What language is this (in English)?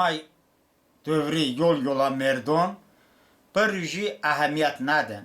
Talysh